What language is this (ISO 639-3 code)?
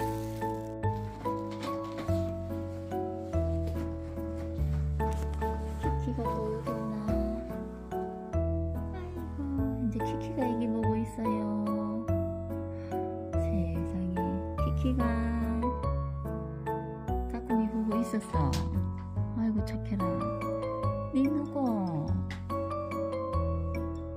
kor